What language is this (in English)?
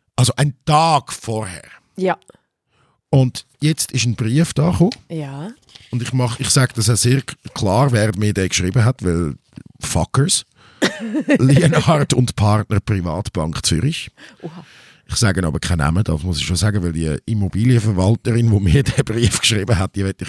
German